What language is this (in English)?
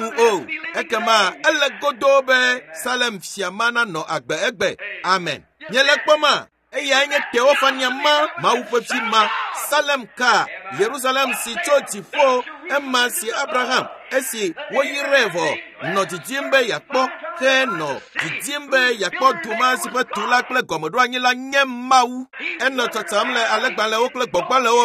Ewe